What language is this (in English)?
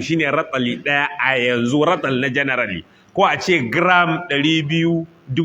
Hausa